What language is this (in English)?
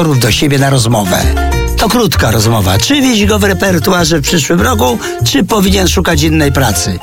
Polish